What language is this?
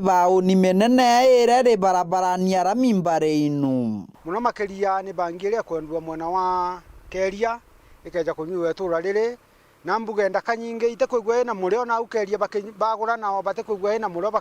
Meru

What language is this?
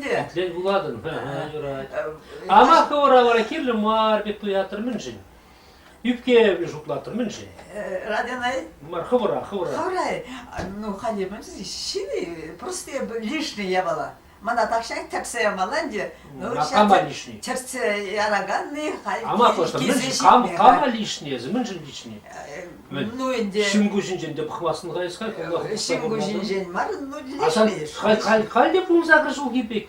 Chuvash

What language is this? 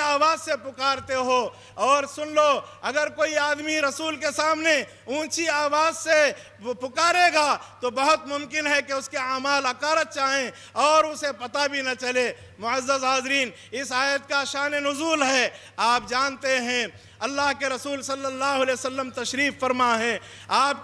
Urdu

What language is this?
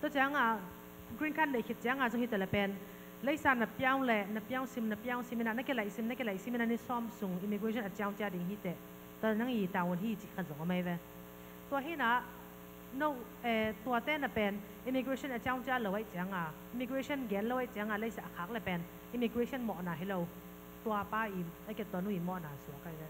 Tedim Chin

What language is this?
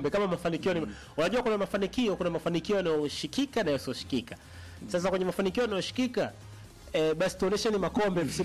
Swahili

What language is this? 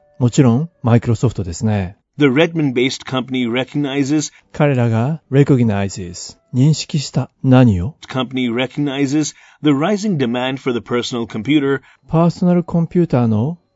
Japanese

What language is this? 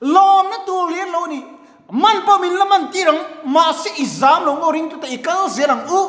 Mizo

